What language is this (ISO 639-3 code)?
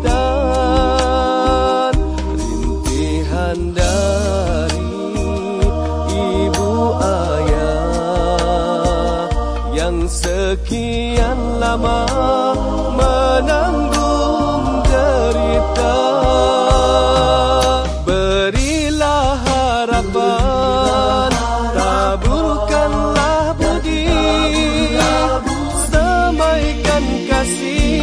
msa